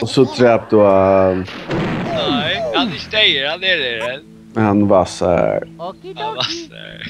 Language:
Faroese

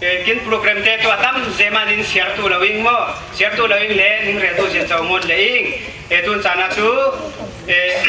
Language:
Falam Chin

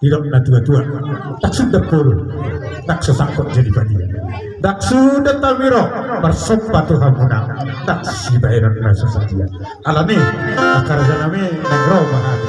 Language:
Batak Toba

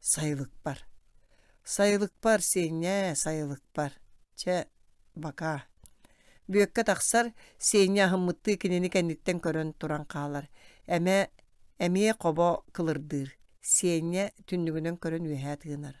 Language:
Yakut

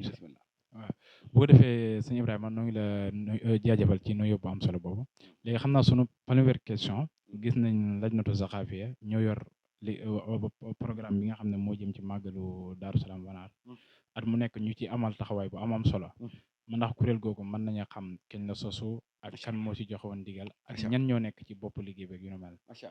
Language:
Wolof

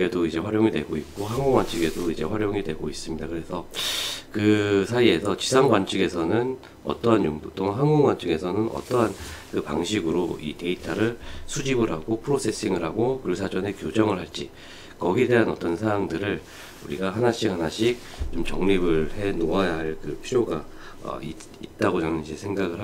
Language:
Korean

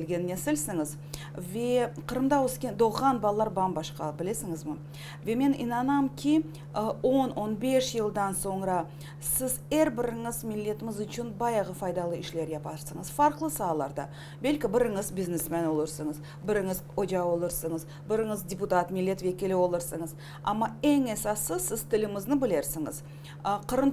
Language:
Crimean Tatar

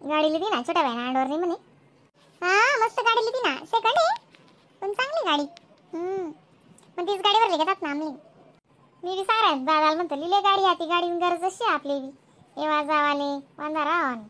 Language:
Khandesi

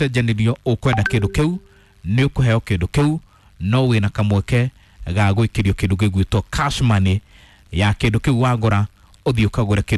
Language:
Kikuyu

